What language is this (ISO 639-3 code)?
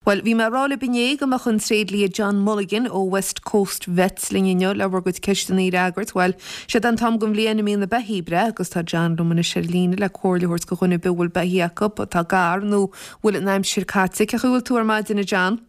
gle